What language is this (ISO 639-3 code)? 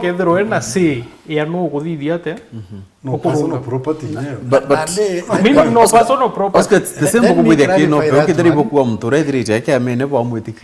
mer